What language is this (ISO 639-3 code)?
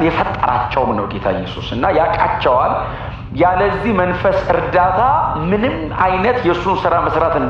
amh